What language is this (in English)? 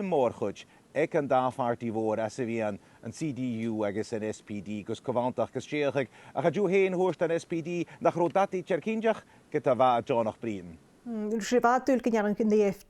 Scottish Gaelic